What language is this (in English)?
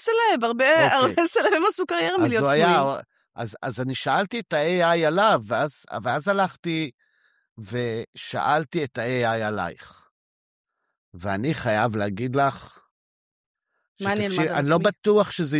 Hebrew